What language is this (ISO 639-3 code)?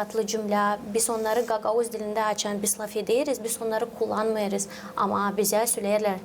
gag